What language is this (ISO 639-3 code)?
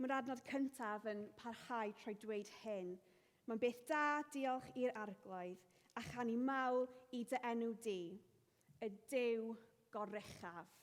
cym